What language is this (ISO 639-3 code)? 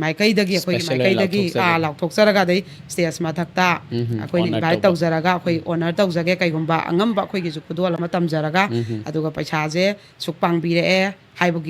mni